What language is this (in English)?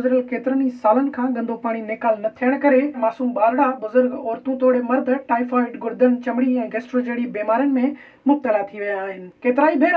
Sindhi